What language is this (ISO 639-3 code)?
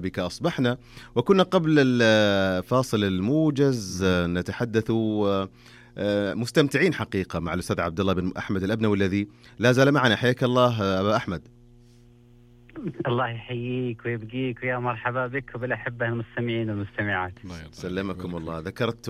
ara